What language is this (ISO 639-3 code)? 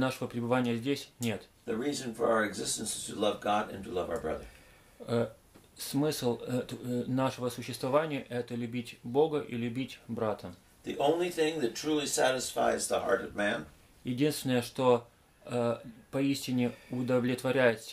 rus